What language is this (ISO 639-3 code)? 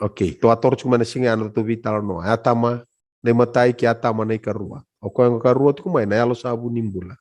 fij